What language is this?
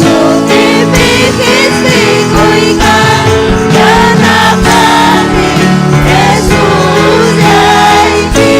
Ayacucho Quechua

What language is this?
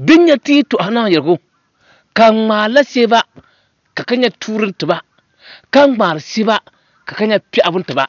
Dagbani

